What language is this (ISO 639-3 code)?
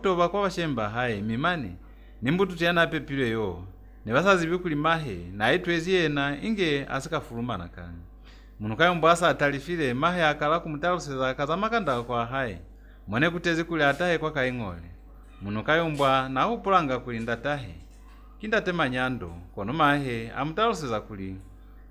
loz